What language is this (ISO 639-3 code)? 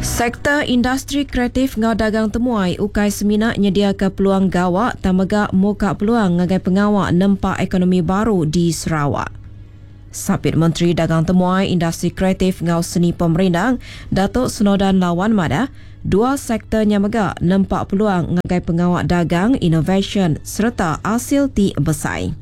iba